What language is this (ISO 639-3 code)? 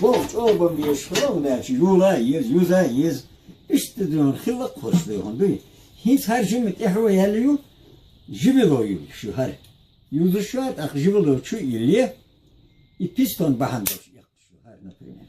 che